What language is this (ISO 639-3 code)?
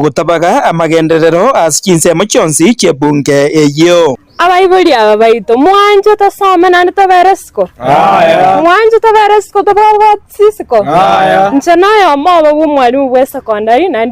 guz